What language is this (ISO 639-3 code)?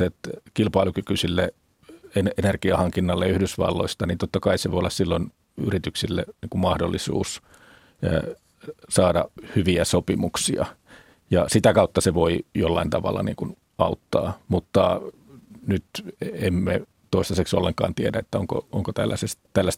fin